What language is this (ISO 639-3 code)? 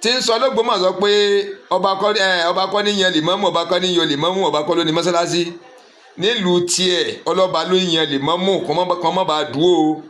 yor